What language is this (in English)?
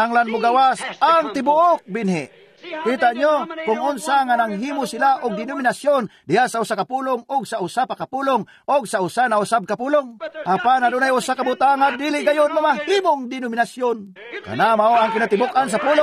Cebuano